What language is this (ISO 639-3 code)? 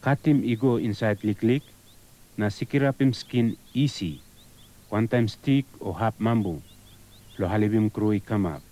tpi